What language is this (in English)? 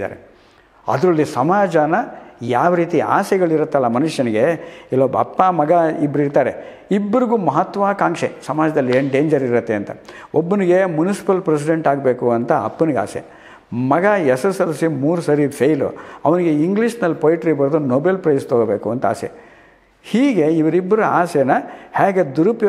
Kannada